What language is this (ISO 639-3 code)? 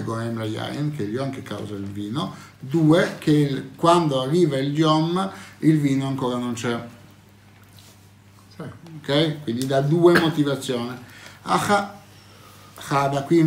ita